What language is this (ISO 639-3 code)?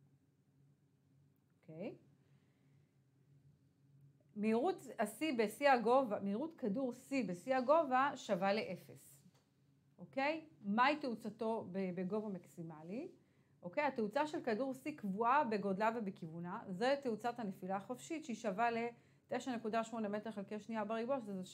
heb